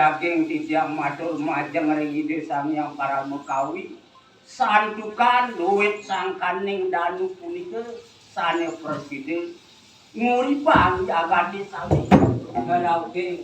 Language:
Balinese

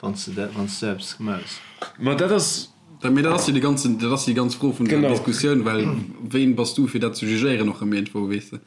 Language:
Luxembourgish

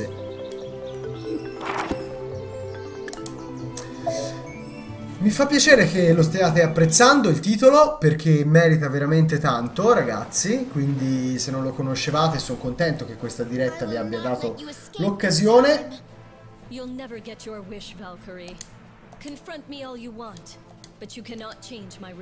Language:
Italian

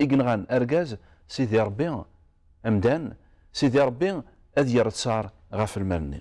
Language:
Kabyle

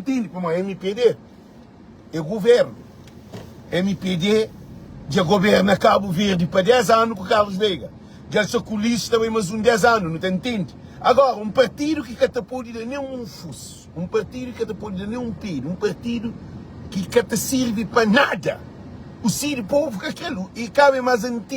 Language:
Kabuverdianu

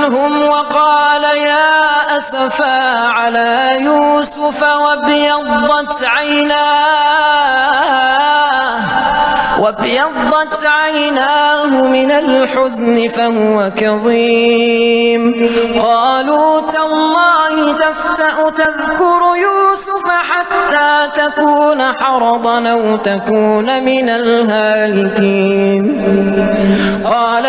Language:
Arabic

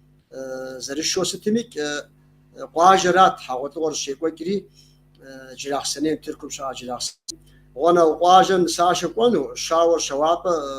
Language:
Kabardian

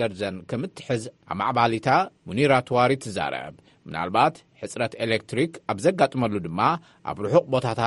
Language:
Tigrinya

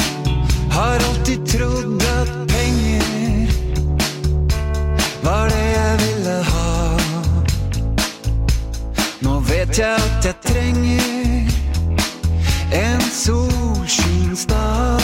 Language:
Norwegian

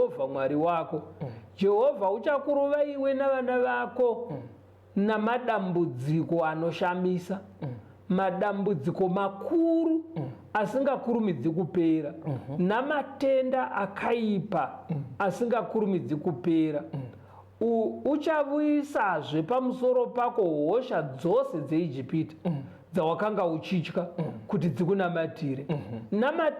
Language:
Shona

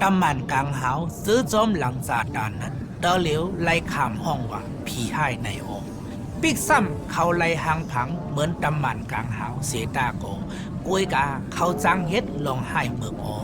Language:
Shan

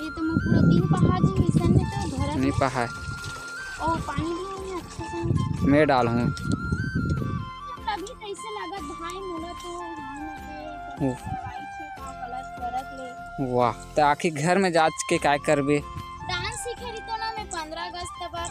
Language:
Chhattisgarhi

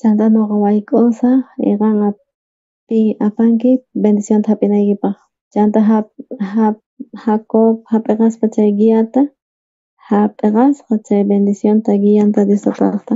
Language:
South Bolivian Quechua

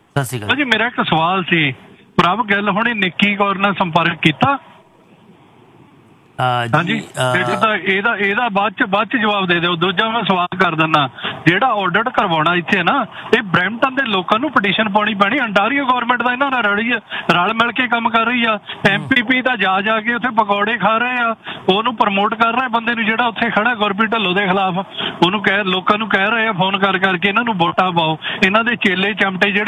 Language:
Punjabi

